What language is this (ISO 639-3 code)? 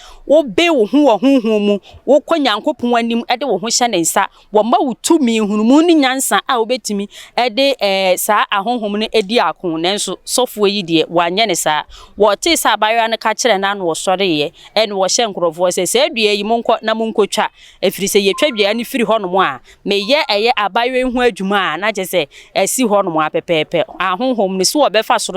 aka